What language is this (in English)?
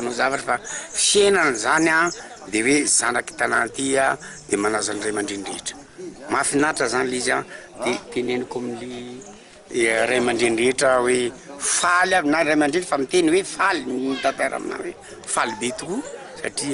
Malagasy